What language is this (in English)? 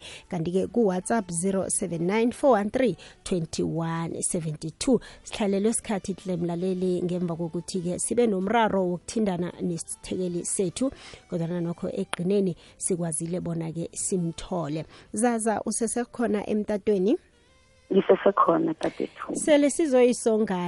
South Ndebele